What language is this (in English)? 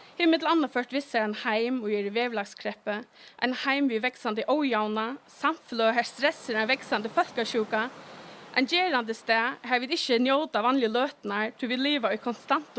Faroese